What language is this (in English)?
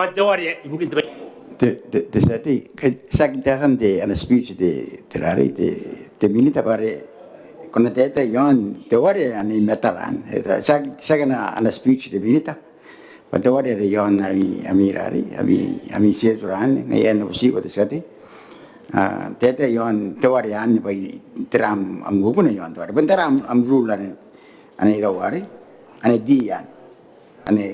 Gilbertese